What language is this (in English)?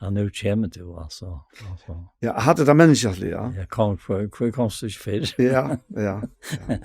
Faroese